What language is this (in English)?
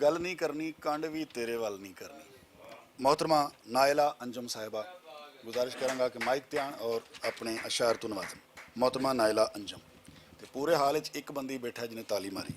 Western Panjabi